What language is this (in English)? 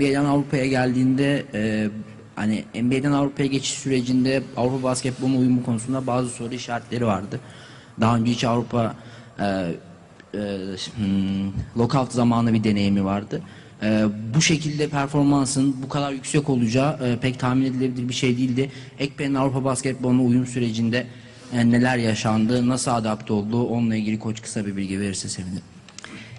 Turkish